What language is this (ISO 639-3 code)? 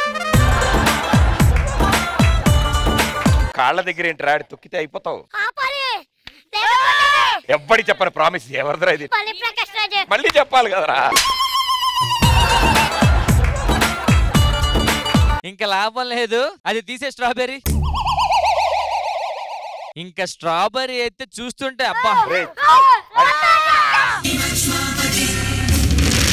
tel